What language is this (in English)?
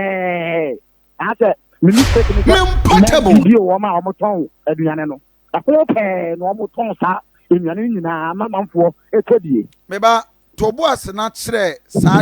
Akan